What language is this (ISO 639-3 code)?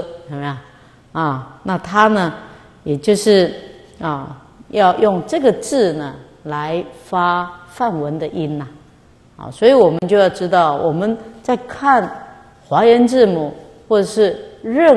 zho